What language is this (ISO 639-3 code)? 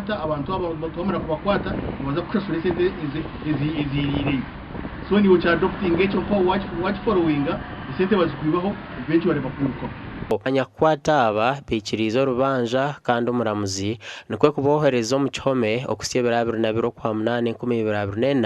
nyn